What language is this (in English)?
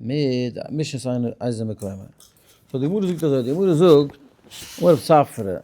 Yiddish